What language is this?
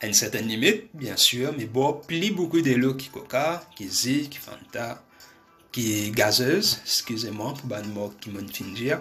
Morisyen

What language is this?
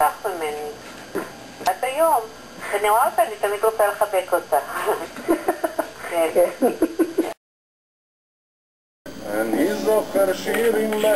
Hebrew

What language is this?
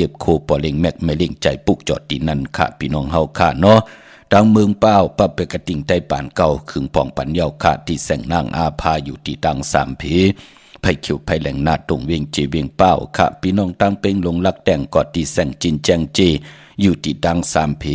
Shan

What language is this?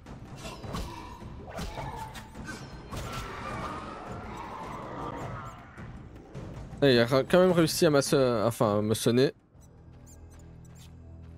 French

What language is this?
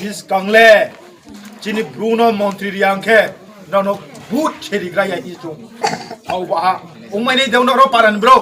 Riang (India)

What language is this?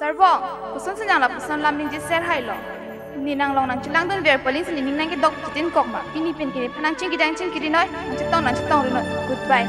Karbi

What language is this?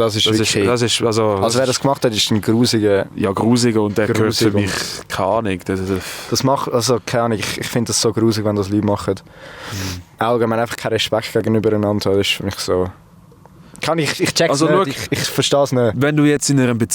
Swiss German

